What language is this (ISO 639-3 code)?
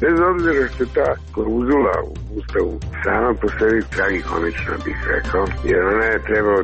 hrv